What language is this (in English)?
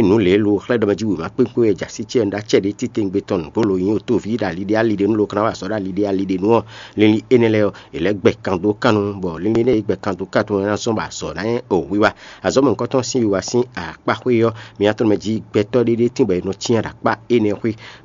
Fon